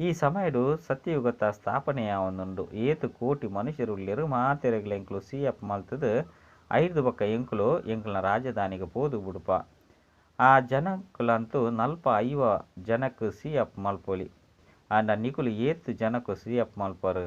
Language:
Tulu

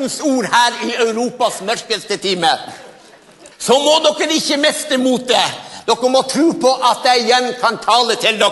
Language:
Norwegian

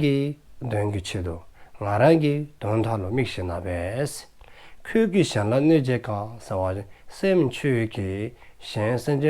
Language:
Dzongkha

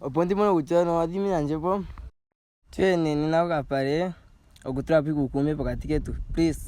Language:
Ndonga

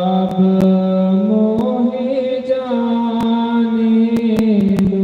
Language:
Dogri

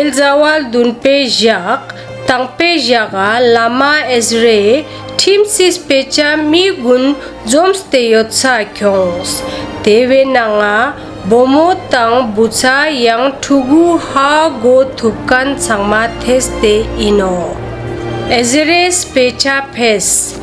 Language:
Ladakhi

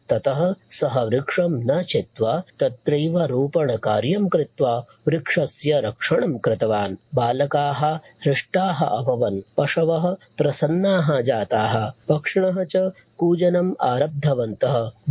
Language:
Sanskrit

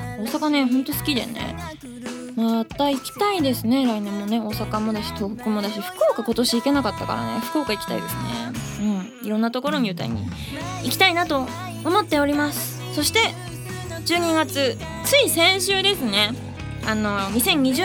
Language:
Japanese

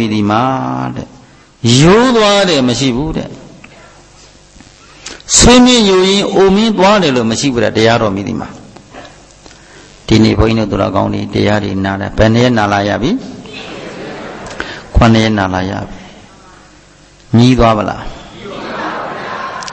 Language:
Burmese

